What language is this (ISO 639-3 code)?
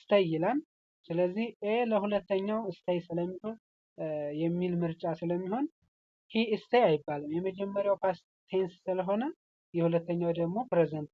amh